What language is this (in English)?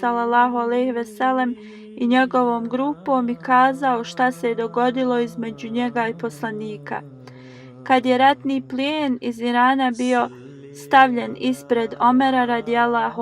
Bosnian